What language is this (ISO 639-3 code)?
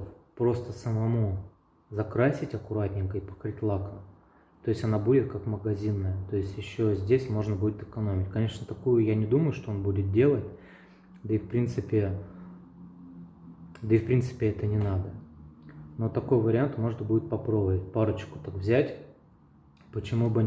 rus